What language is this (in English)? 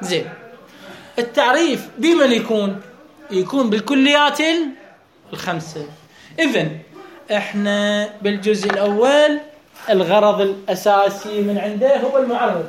Mesopotamian Arabic